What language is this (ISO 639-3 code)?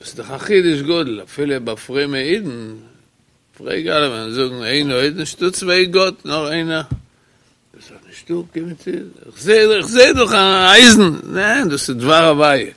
yid